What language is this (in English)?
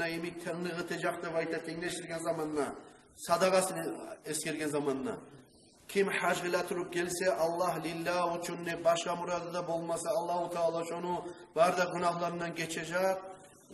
Kumyk